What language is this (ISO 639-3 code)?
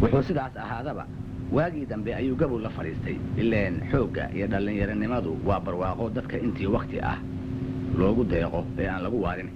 som